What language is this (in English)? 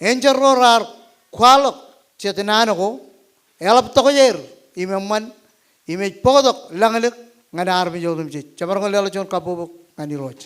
Marshallese